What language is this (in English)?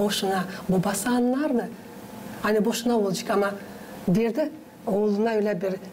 Gagauz